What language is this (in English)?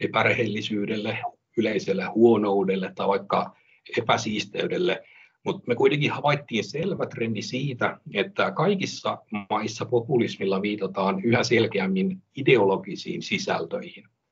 Finnish